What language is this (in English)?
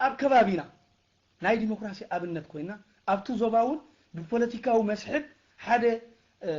Tigrinya